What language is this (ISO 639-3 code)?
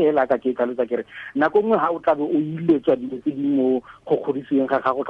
tsn